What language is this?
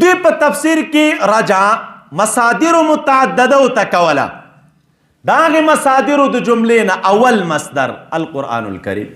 Pashto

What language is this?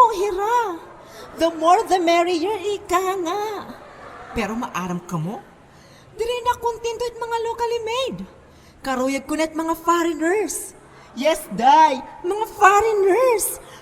Waray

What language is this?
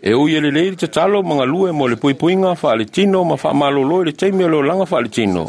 Samoan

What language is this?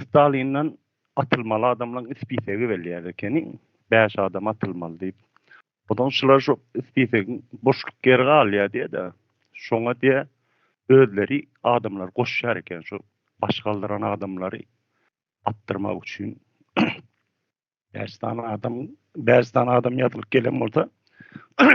Turkmen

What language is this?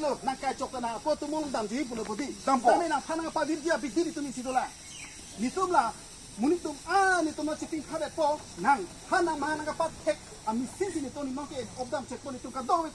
Karbi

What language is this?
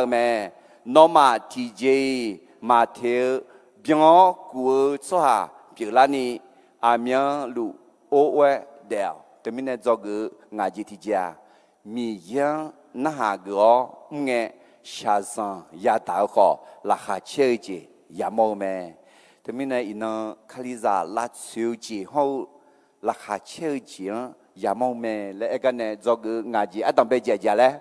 Akha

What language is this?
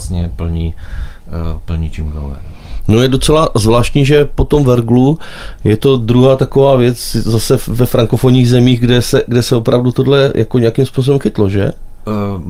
Czech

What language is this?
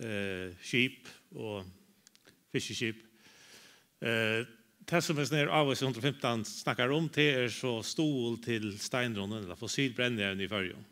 Faroese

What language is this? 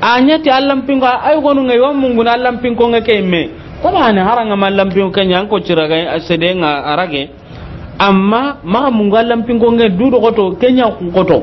Soninke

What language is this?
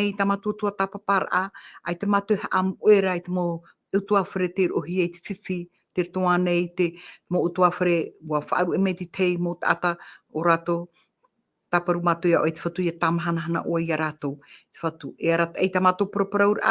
Tahitian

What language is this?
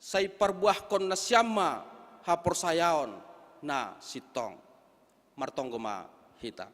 Batak Simalungun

